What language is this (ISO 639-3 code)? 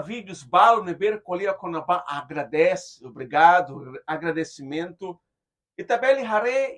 tet